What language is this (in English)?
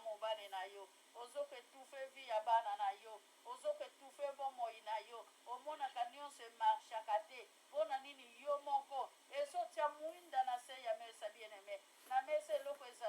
Lingala